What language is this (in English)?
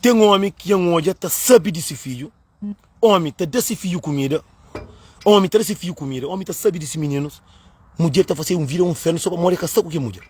Kabuverdianu